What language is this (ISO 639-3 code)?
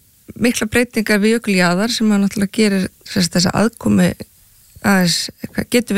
isl